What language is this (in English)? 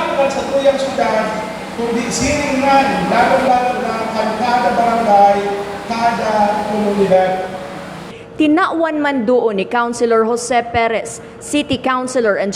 Bikol